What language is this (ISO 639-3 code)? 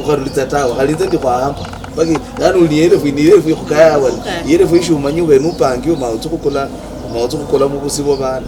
luy